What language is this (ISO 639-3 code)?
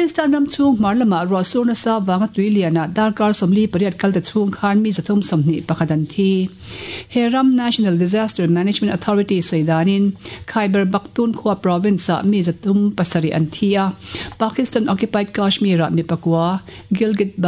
lus